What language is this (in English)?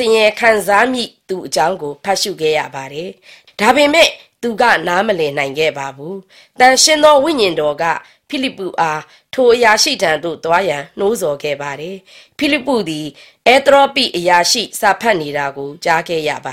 Burmese